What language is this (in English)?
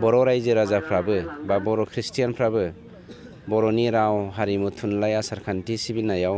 Bodo